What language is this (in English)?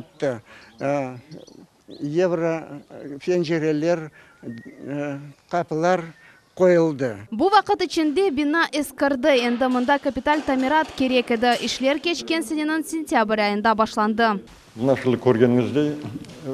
Crimean Tatar